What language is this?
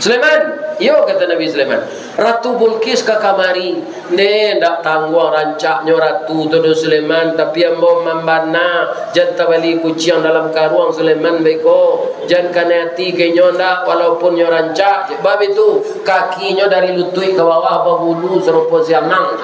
Minangkabau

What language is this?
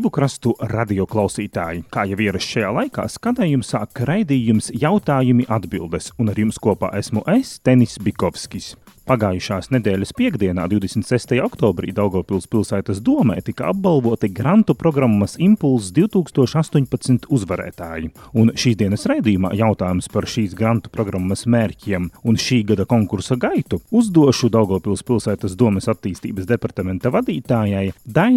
Latvian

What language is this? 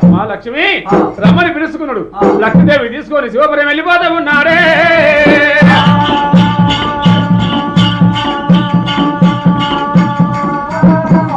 Telugu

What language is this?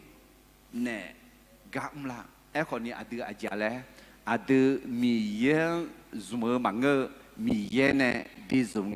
Akha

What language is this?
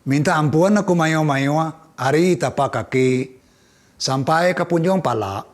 Iban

